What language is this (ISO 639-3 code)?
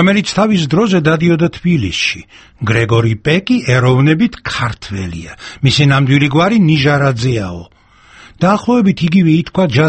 kat